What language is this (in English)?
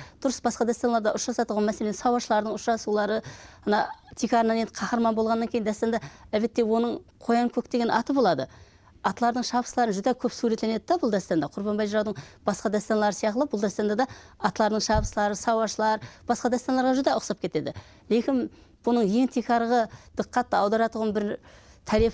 Kara-Kalpak